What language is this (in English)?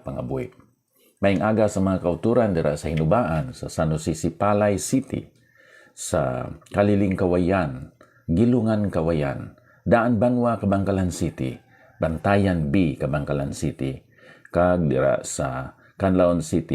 Hiligaynon